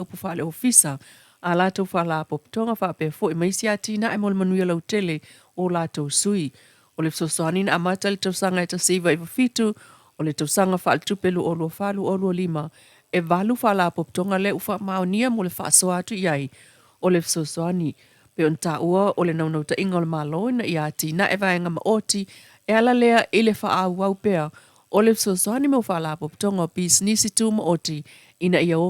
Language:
Samoan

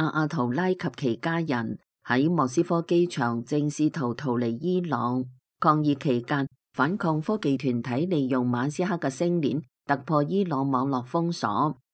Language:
Cantonese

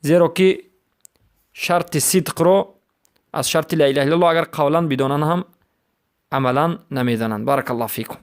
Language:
Persian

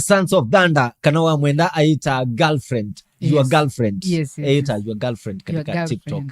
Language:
Kamba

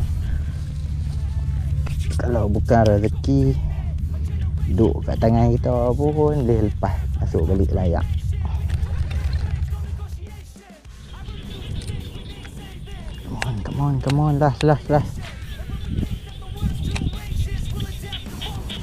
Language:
Malay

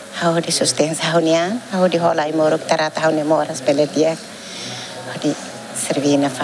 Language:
Tetum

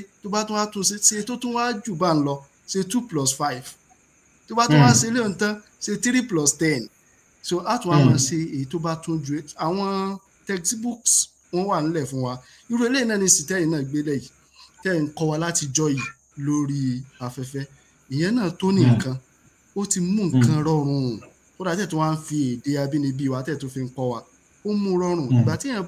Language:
Yoruba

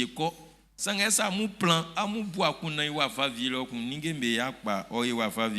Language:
Baoulé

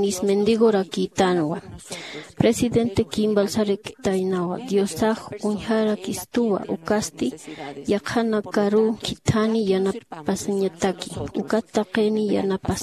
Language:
Aymara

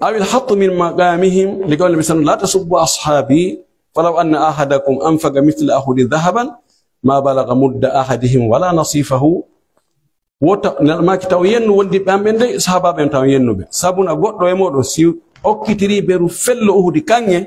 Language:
Pular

